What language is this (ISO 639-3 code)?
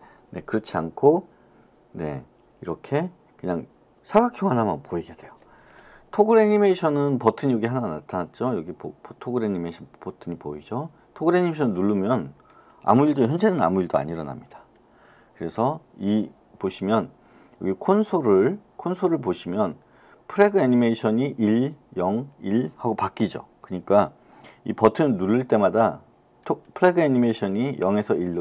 kor